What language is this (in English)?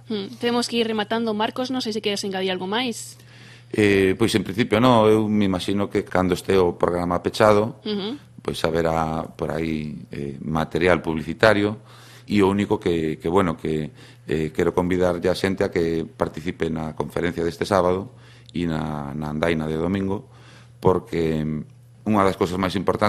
Galician